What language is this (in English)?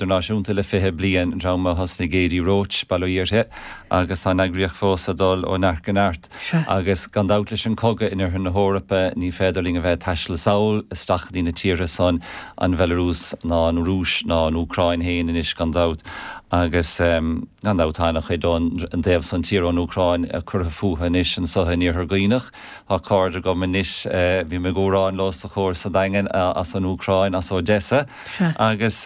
Irish